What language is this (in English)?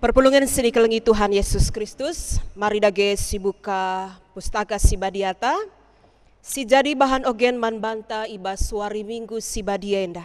Batak Karo